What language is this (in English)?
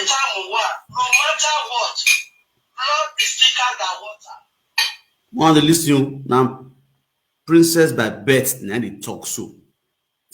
Nigerian Pidgin